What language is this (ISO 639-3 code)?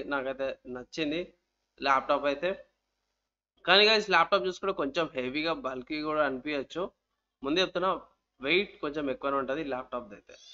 tel